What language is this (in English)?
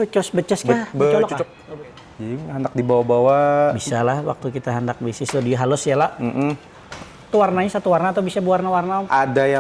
Banjar